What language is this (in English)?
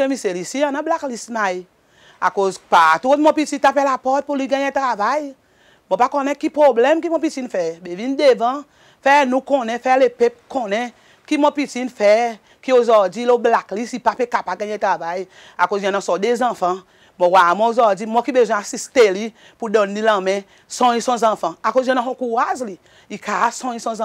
Seselwa Creole French